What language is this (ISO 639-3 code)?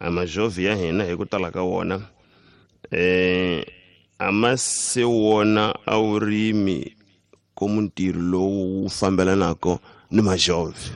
tso